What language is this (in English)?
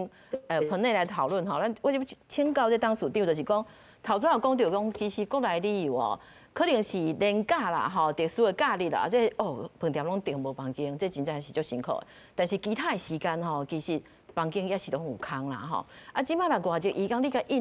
Min Nan Chinese